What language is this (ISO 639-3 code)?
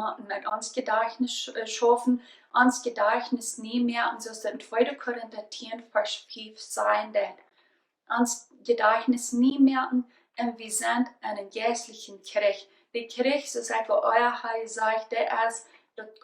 pdt